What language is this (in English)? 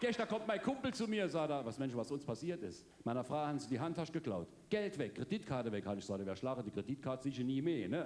Palatine German